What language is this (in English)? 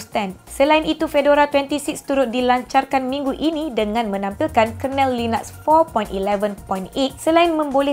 Malay